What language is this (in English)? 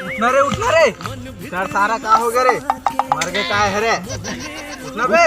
Chhattisgarhi